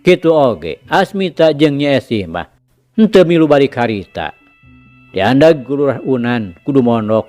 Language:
Sundanese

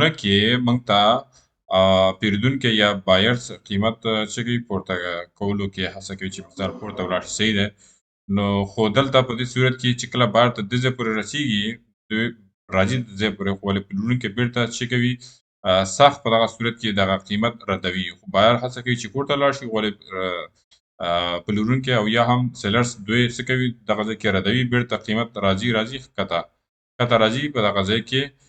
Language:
Pashto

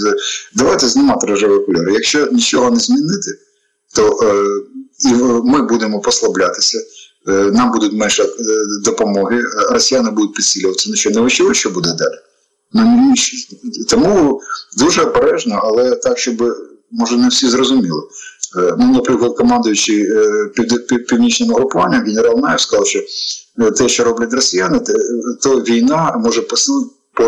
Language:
Ukrainian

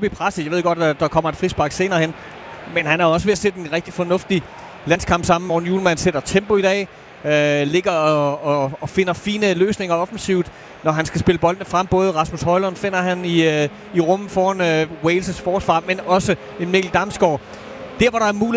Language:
Danish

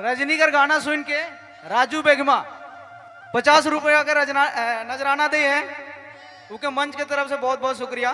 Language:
Sadri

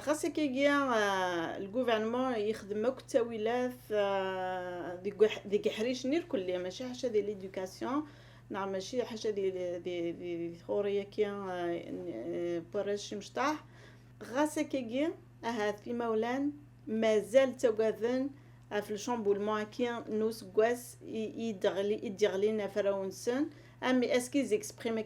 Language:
Kabyle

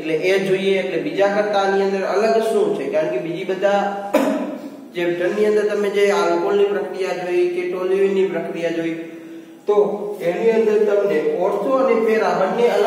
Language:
Gujarati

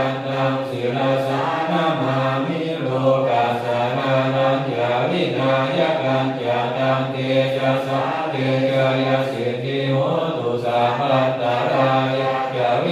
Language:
Pali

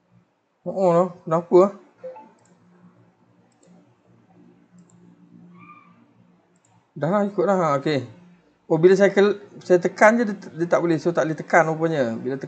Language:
Malay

